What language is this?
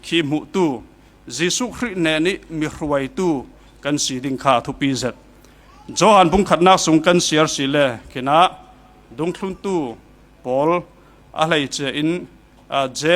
Falam Chin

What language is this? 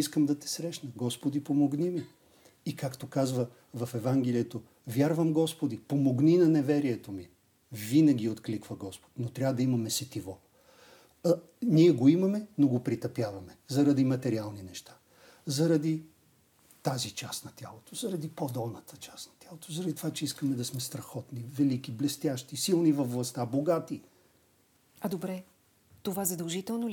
Bulgarian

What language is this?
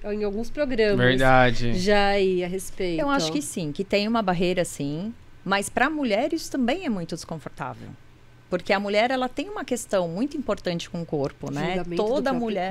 Portuguese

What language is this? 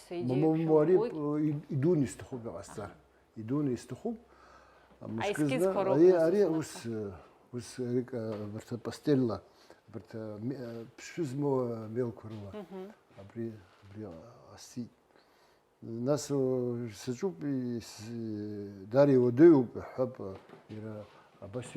Abkhazian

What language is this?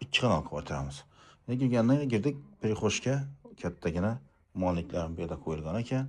Uzbek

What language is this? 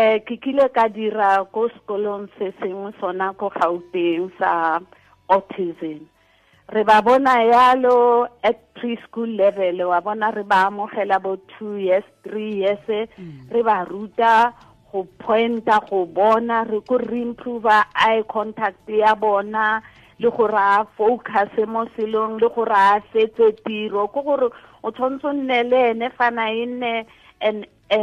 Tswana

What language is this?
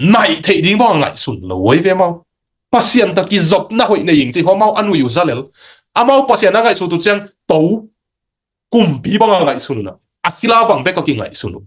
Tedim Chin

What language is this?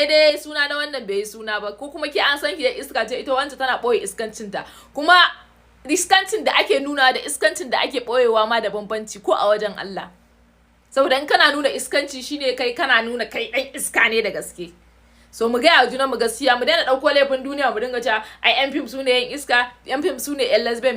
Hausa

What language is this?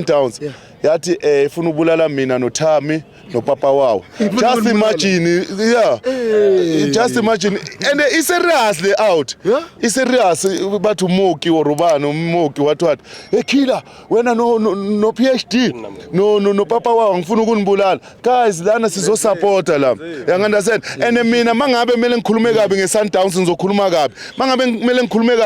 Zulu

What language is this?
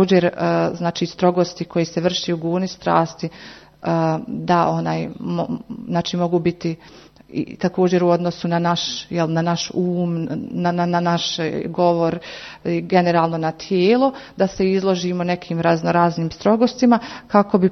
Croatian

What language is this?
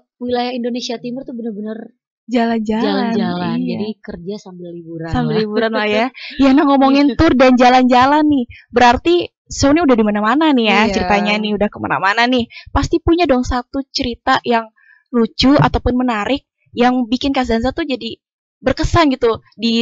Indonesian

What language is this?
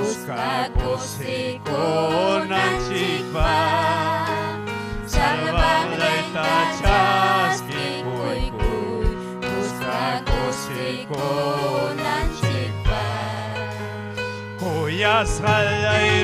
Ayacucho Quechua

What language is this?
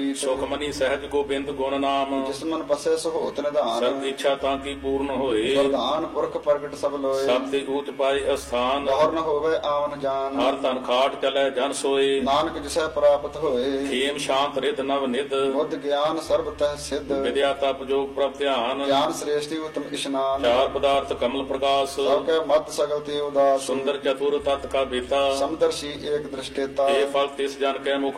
Punjabi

